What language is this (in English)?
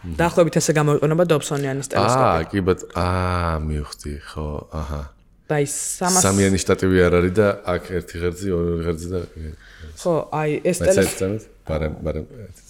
Georgian